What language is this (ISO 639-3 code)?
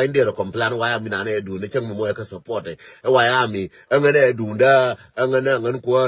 nus